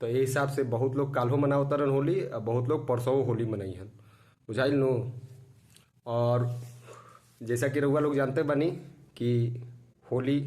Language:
Bhojpuri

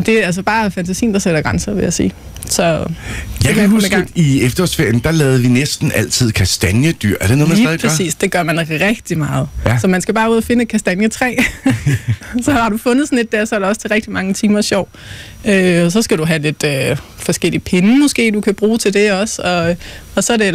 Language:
Danish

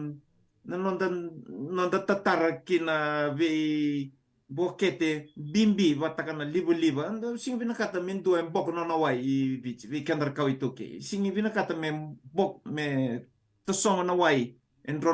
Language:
Fijian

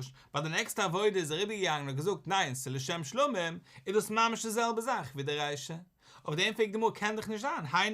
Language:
Yiddish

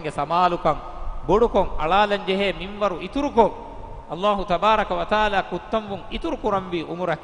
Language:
Divehi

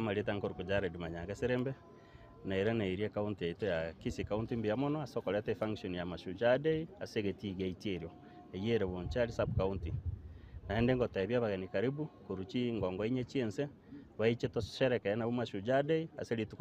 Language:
Gusii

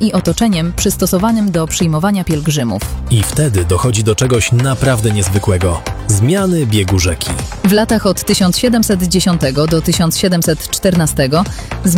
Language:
Polish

